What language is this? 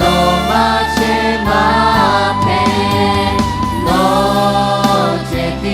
Lahu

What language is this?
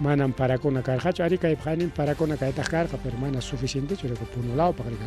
Ayacucho Quechua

